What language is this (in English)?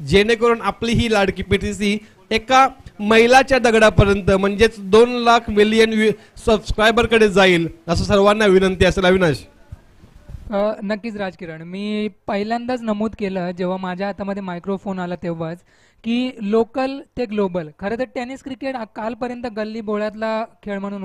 Marathi